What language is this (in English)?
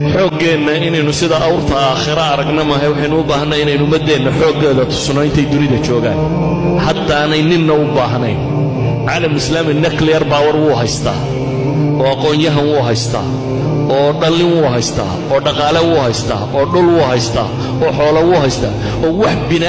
Somali